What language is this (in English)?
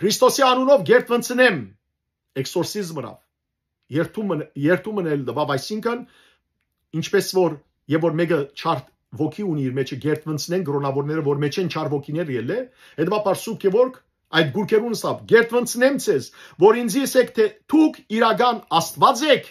Western Armenian